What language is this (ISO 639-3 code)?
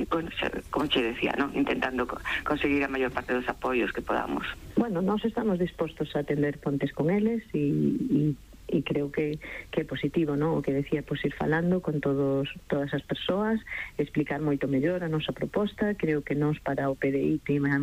glg